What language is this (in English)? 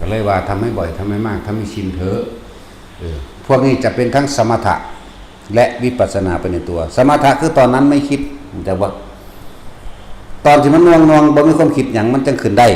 Northeastern Thai